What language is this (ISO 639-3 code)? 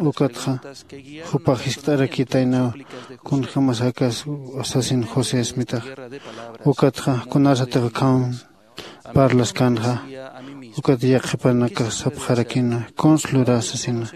aym